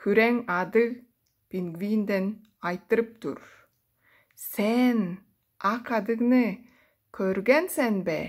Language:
Tuvinian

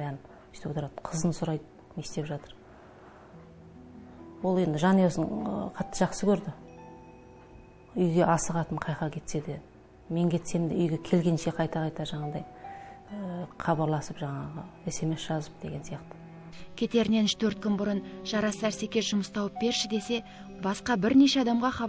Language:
Kazakh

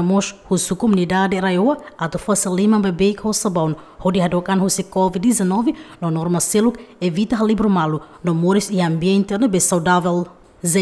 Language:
Tetum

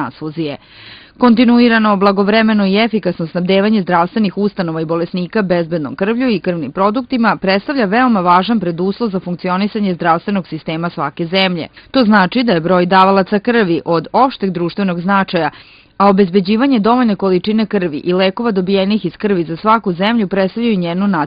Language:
Serbian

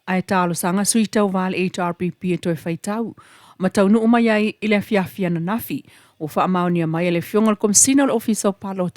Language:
Samoan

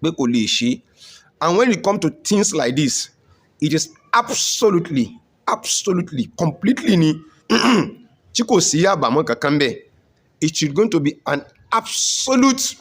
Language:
Yoruba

